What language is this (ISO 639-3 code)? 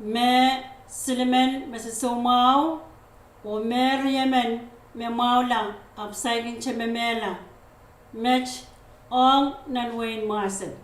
pon